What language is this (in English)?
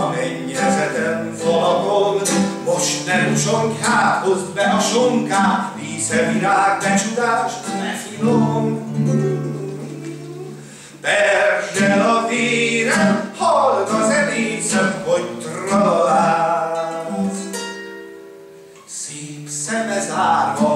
Hungarian